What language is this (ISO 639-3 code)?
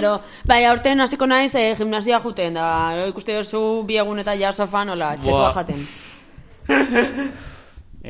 eus